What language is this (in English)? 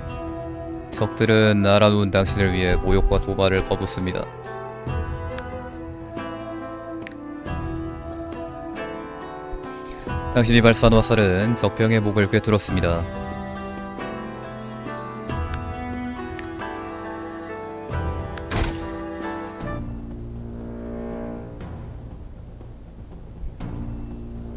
Korean